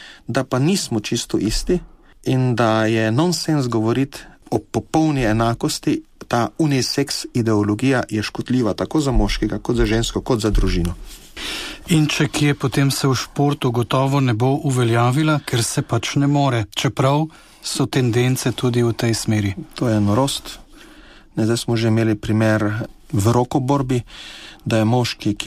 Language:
Slovenian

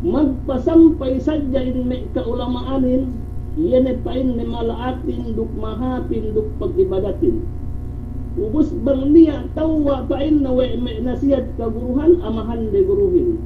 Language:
Yakan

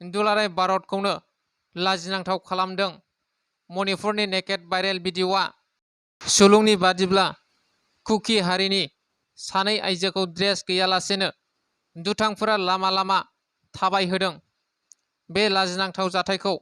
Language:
Bodo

